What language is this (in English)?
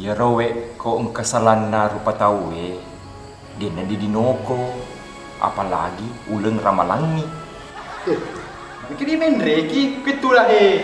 Buginese